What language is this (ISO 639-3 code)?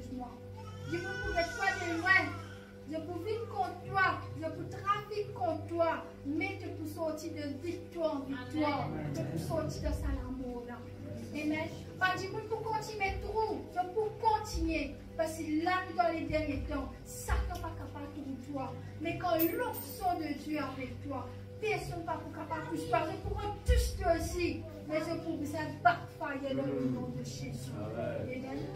mfe